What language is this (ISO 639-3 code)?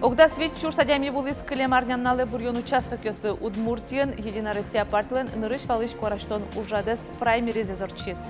udm